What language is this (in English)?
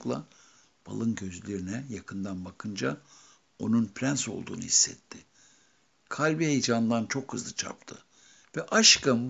Turkish